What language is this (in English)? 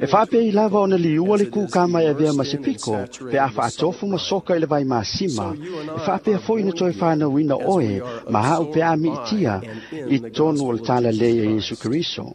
Samoan